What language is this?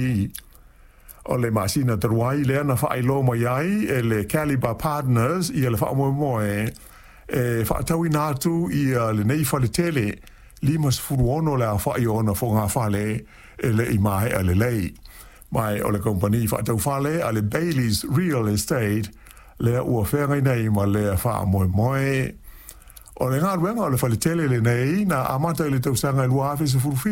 Samoan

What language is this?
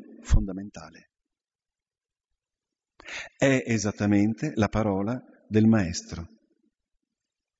Italian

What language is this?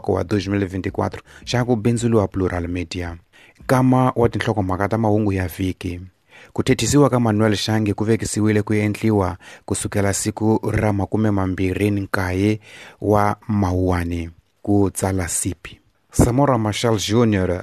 Tsonga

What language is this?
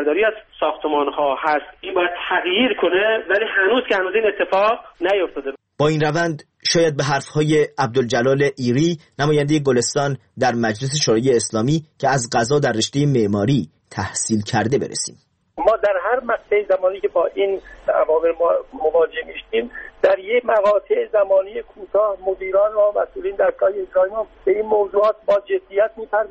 Persian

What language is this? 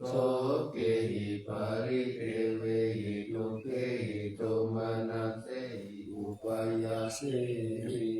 Pali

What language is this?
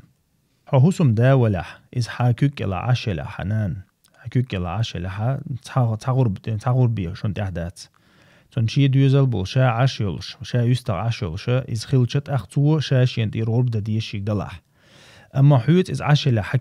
Chechen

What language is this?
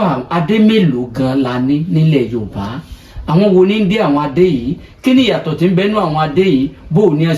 Yoruba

